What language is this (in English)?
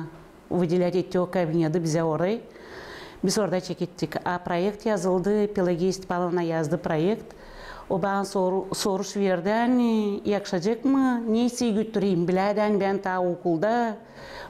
Gagauz